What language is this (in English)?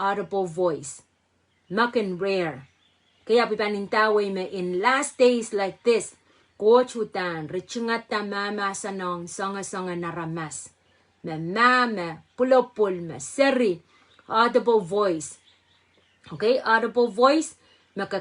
Pohnpeian